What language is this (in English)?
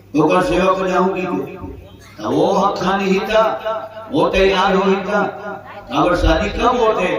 Chhattisgarhi